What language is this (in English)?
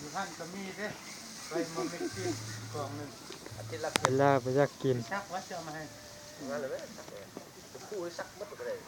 Lao